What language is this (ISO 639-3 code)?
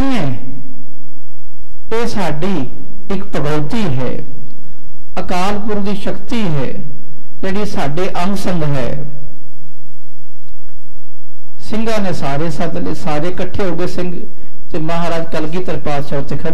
pan